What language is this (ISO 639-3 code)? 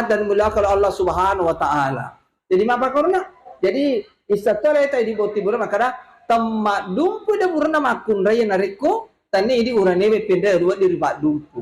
bug